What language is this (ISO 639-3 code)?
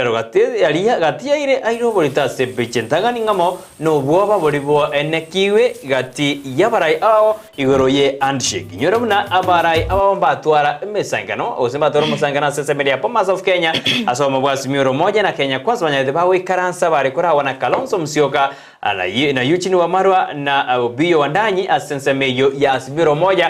guz